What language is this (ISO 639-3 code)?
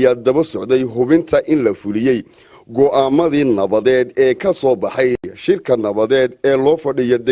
som